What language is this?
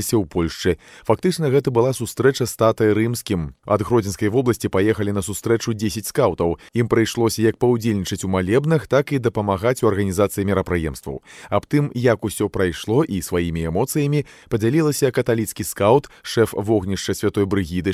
Belarusian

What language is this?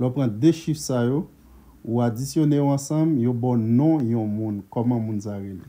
Haitian Creole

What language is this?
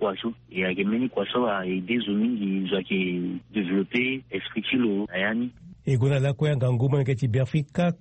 Sango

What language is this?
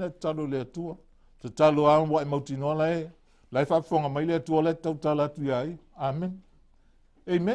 Samoan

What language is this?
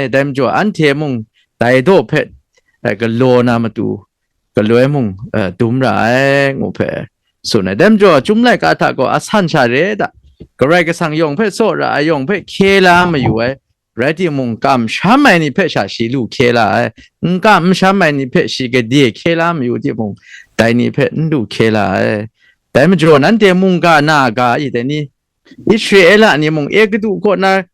Kachin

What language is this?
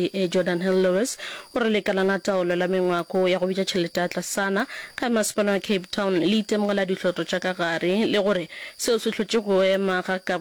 Northern Sotho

